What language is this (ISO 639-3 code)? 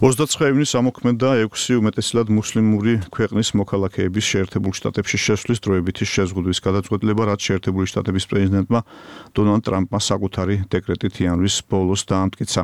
kat